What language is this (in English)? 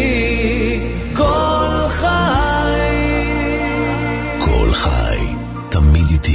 Hebrew